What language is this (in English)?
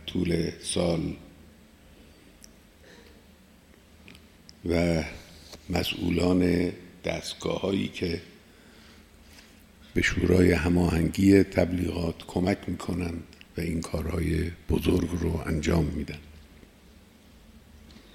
Persian